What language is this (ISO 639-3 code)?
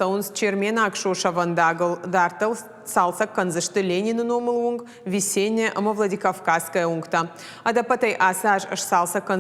oss